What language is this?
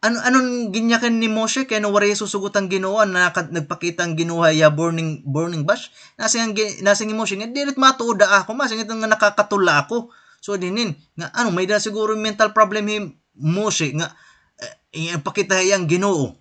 Waray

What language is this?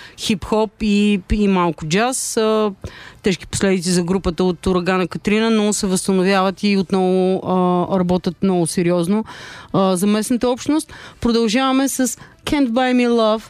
Bulgarian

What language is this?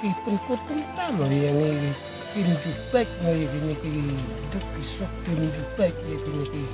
Khasi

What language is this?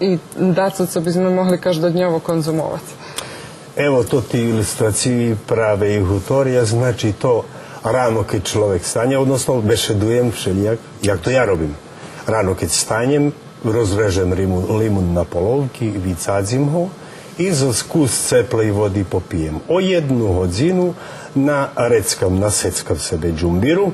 Rusyn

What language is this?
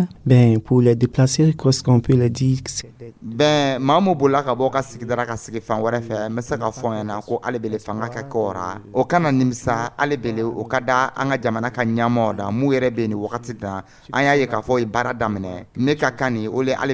Dyula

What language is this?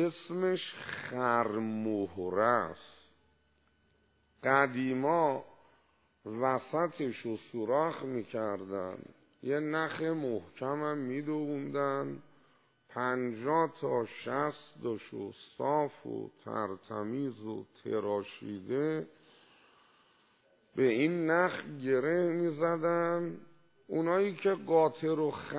Persian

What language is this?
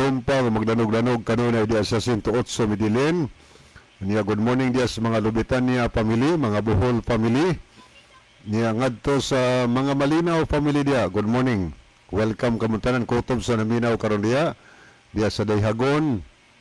Cebuano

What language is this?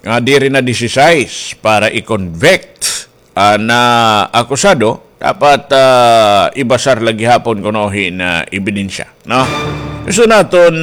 Waray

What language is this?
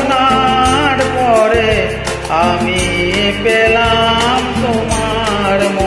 Bangla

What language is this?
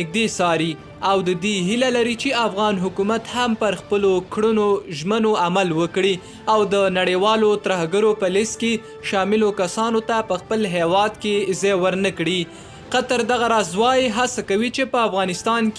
Pashto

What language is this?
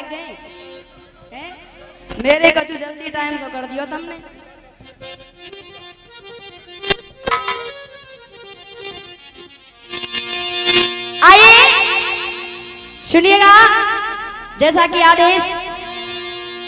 Hindi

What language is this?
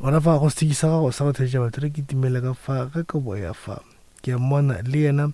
Northern Sotho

